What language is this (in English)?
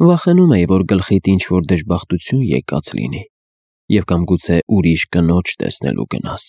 Armenian